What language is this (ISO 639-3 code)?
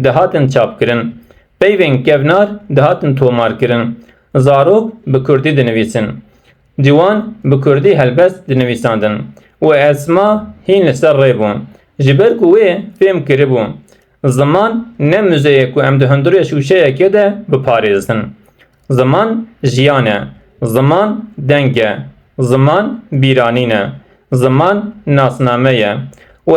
kur